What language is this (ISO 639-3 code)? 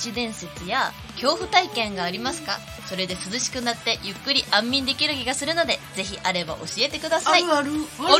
jpn